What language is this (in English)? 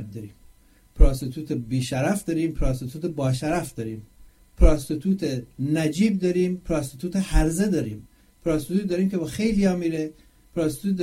Persian